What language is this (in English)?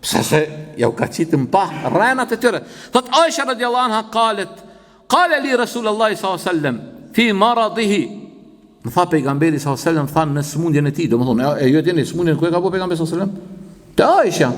Albanian